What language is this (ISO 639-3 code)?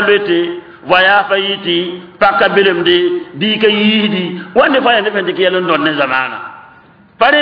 mos